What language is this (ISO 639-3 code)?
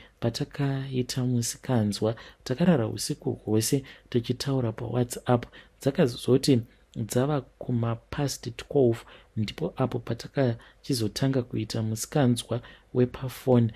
sna